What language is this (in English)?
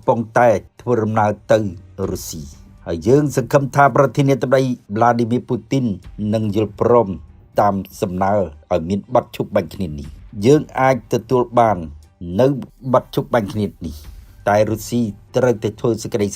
Khmer